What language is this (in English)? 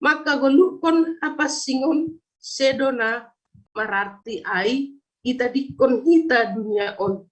Batak Simalungun